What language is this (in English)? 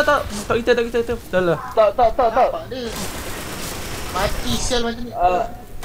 Malay